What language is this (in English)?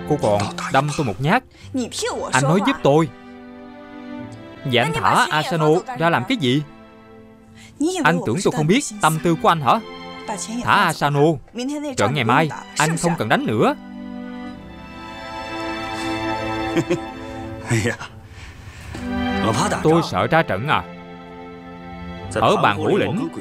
Vietnamese